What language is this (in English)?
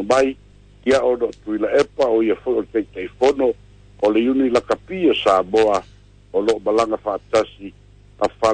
Samoan